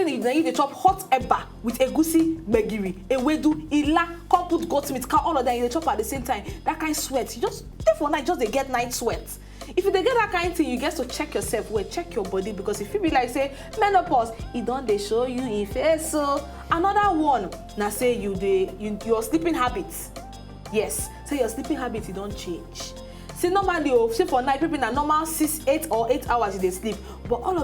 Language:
Nigerian Pidgin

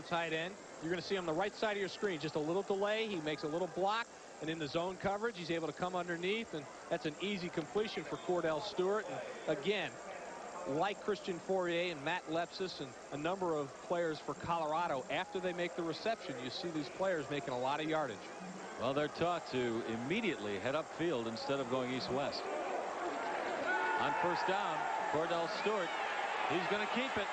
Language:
English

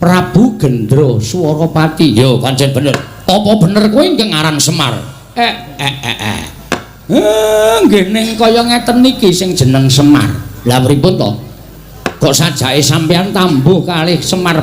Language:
Javanese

